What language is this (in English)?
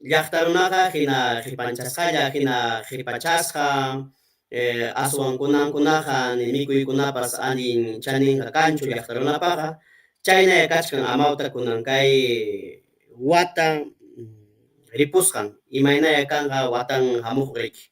Ayacucho Quechua